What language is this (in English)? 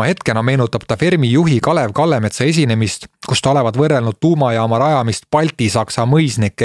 Estonian